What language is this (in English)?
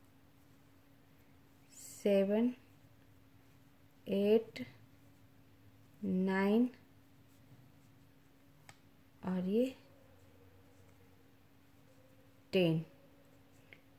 Hindi